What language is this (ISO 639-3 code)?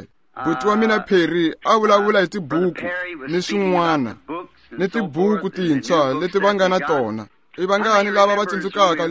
tso